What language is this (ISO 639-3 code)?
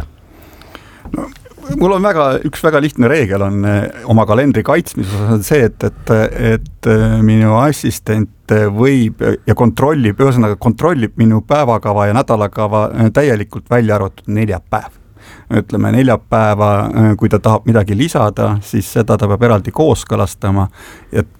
est